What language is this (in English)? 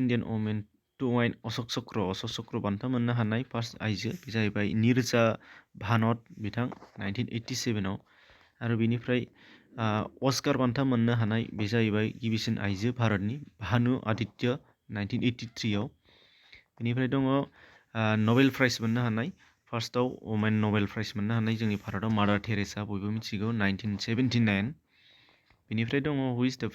Bodo